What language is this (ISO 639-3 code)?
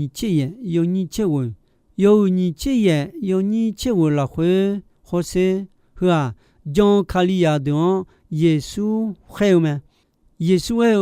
ahk